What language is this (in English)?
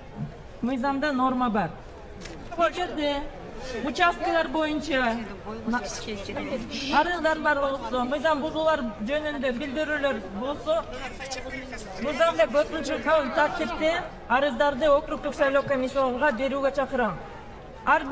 Kyrgyz